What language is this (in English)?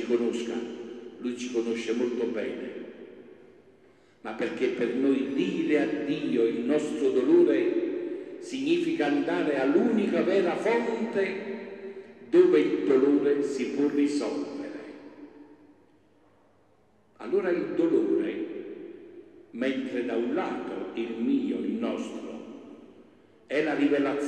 Italian